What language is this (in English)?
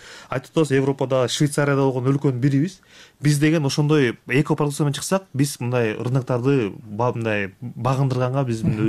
Kyrgyz